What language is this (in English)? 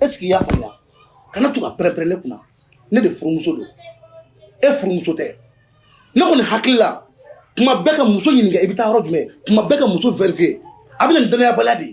Bambara